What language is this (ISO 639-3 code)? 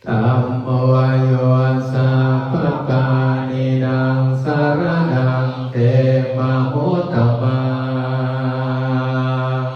pli